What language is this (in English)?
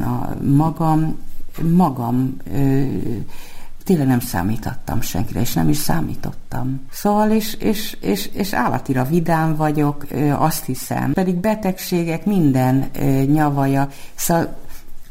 Hungarian